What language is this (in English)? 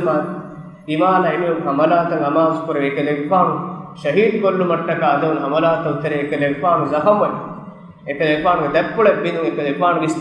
Divehi